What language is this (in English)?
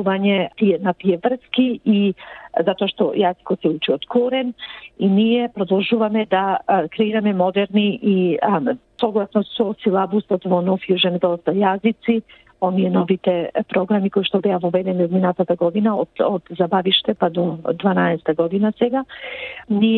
Macedonian